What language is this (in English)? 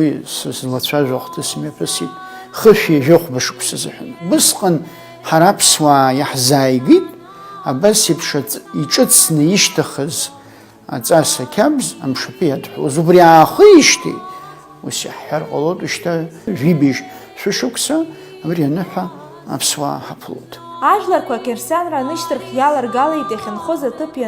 Abkhazian